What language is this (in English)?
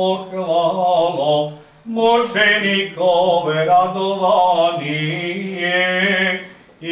Serbian